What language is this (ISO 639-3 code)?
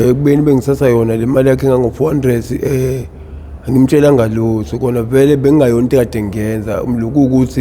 zul